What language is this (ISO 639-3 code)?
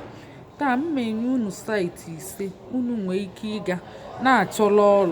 ibo